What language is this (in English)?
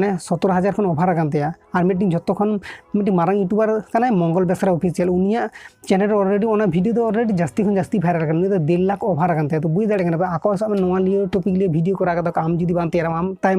Santali